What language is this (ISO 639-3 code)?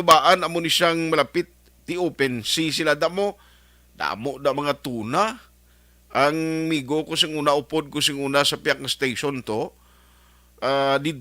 hil